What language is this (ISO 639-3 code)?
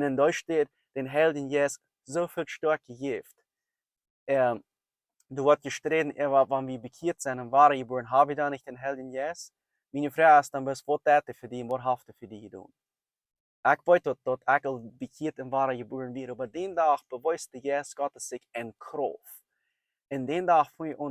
pdt